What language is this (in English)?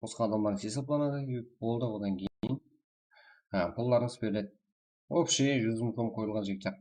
Kara-Kalpak